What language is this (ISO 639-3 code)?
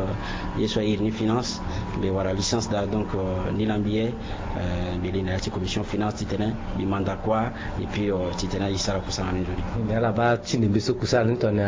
sag